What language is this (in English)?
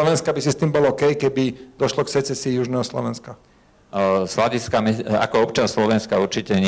Slovak